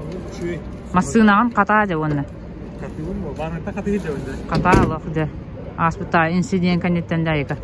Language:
Yakut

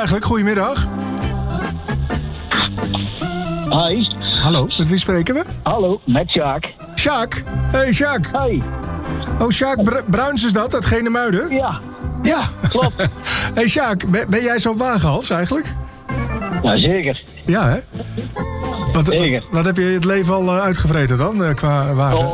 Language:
Dutch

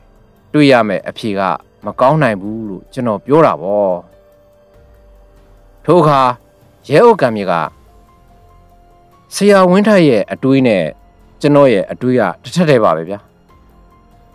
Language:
Burmese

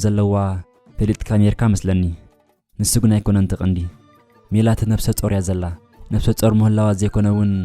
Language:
Tigrinya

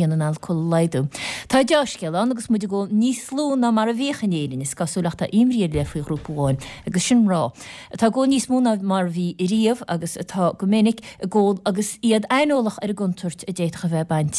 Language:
Irish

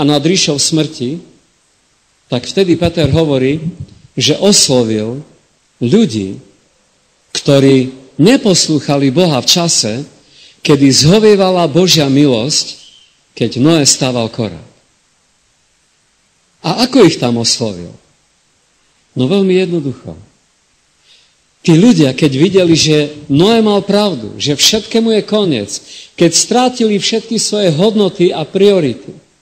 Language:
Slovak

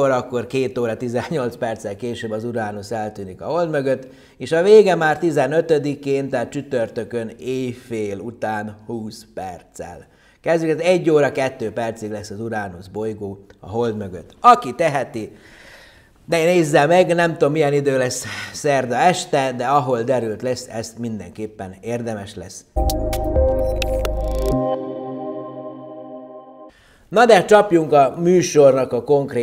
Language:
Hungarian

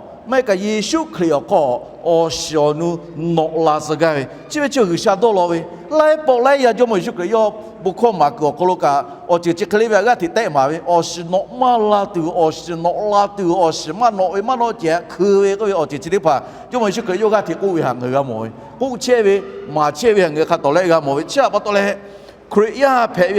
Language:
Lahu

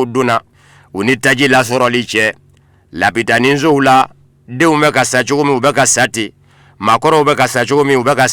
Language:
Bambara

